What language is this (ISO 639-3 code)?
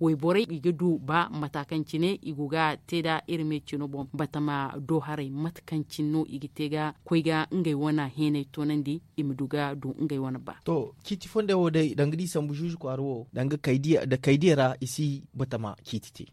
dje